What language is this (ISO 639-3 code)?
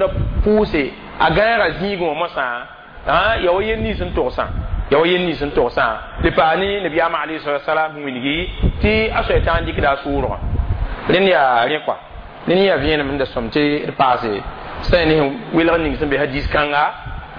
mos